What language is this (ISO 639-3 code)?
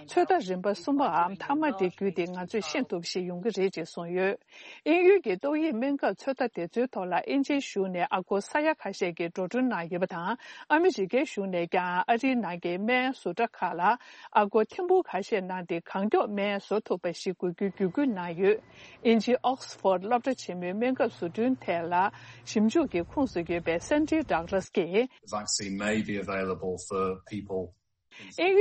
bod